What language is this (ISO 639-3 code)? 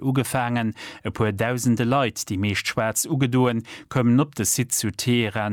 ltz